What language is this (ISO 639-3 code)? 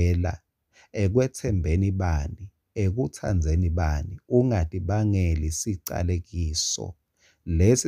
ssw